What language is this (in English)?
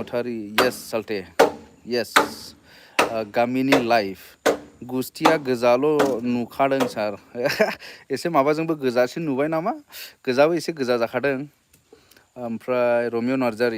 Bodo